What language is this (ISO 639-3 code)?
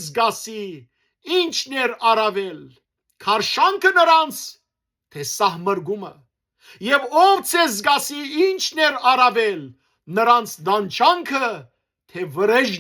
hyw